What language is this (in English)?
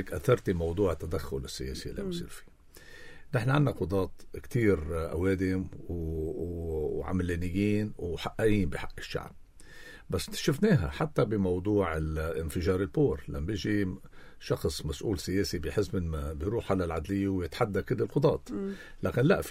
North Levantine Arabic